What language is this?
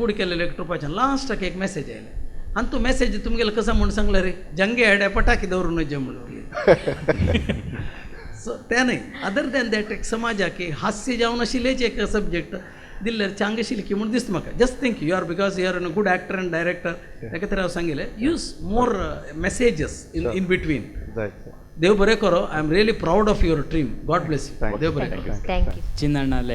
Konkani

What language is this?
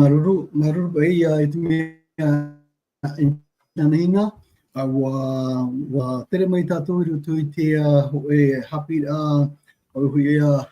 Tahitian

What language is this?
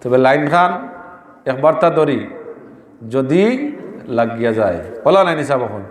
Sylheti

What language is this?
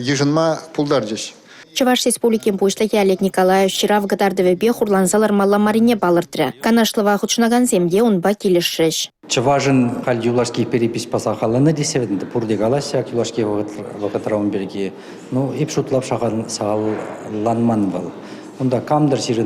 Chuvash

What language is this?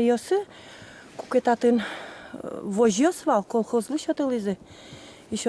Udmurt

